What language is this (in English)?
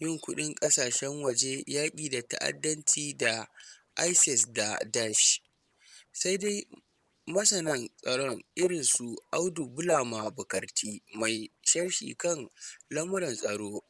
Hausa